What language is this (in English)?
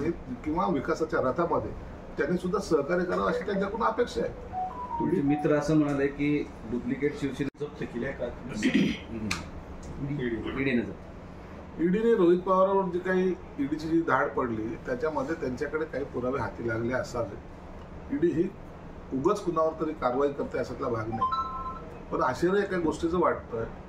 Marathi